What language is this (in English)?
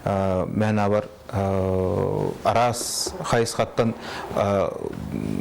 Yakut